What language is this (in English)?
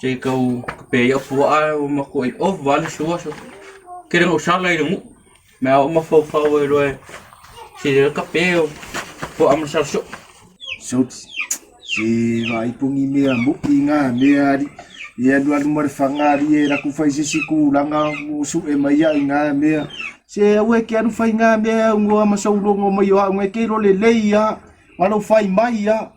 Samoan